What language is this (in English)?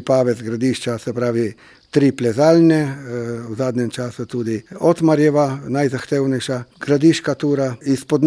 Slovenian